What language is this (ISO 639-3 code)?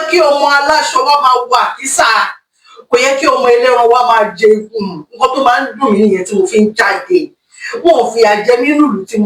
yor